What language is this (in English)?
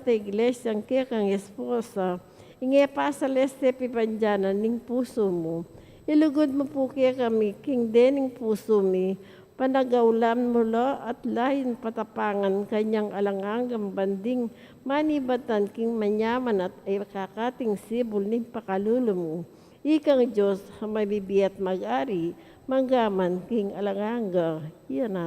Pampanga